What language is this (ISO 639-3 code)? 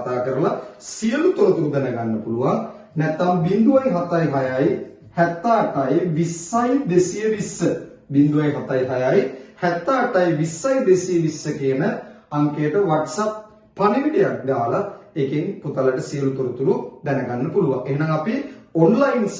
sin